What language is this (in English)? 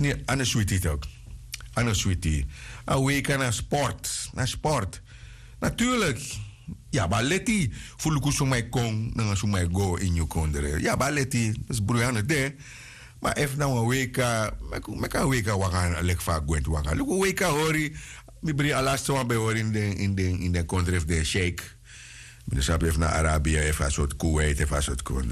Sranan Tongo